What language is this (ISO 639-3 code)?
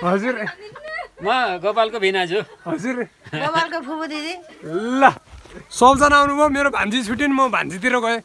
nep